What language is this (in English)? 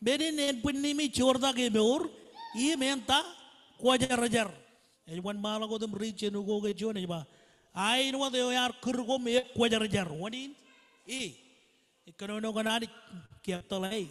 Marshallese